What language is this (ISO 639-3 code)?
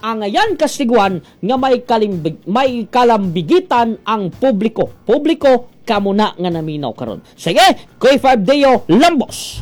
ceb